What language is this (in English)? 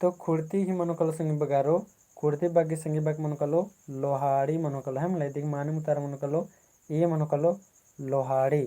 Kurukh